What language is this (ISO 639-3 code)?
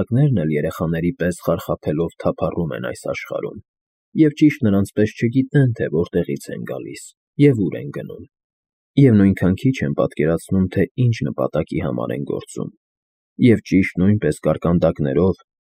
hye